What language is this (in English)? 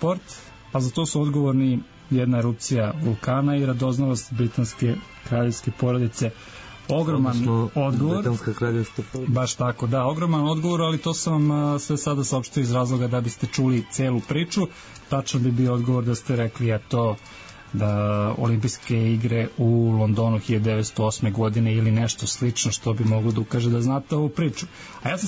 Serbian